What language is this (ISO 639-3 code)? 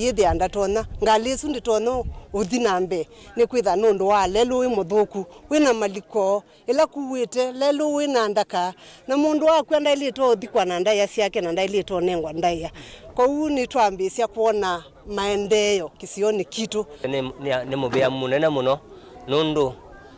kam